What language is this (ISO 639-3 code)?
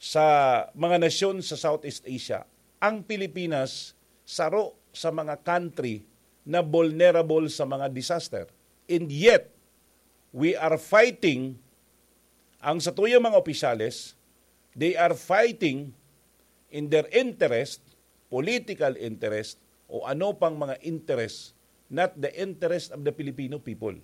bik